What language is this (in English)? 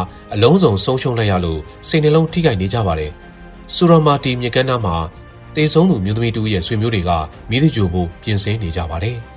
Burmese